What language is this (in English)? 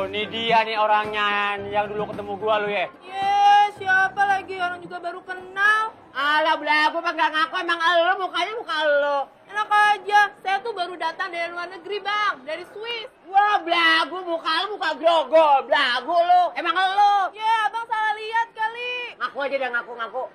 Betawi